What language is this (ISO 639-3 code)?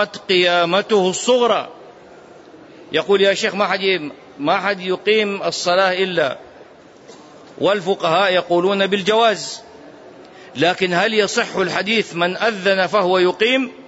ara